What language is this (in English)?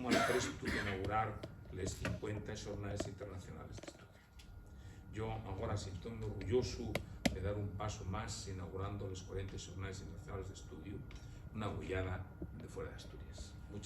Asturian